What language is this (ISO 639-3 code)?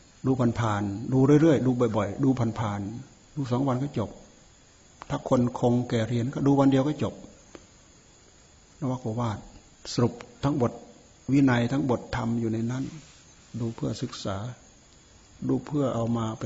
tha